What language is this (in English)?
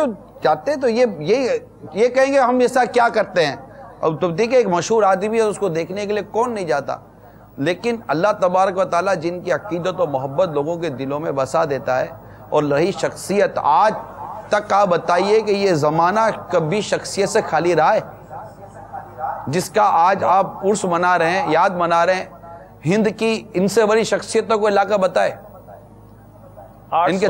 Urdu